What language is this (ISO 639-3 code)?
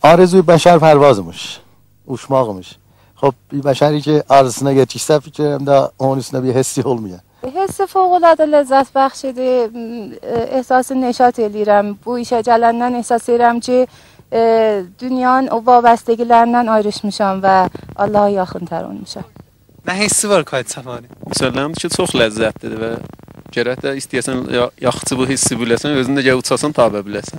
azb